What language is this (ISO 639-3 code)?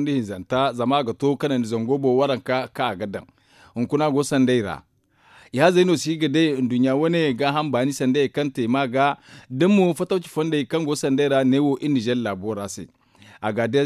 dje